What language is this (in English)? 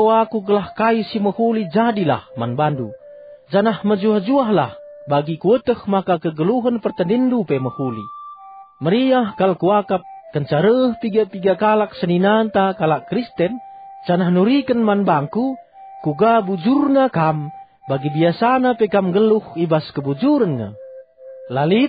Batak Karo